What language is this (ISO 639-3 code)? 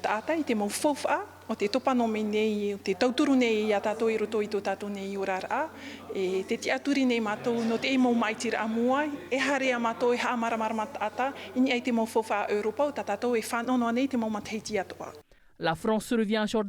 tah